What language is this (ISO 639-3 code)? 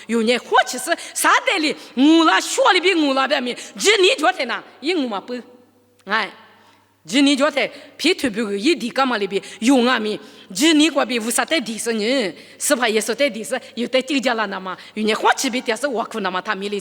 lis